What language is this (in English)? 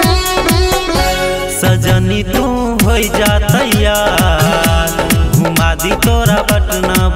Bhojpuri